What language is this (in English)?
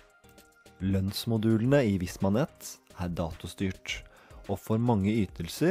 Norwegian